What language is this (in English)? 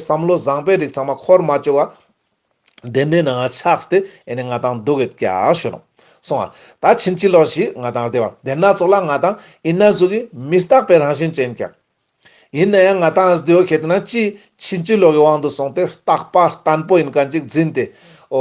Ladakhi